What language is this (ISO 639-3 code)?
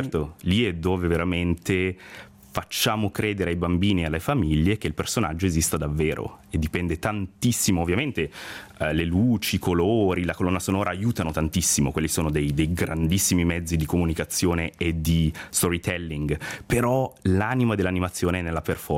ita